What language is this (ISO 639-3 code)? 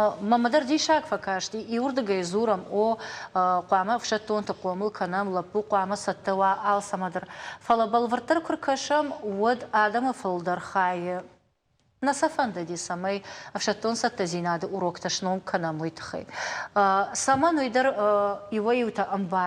oss